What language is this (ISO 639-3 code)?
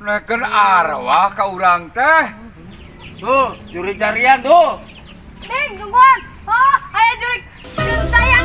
sun